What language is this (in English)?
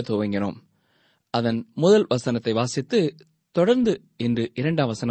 Tamil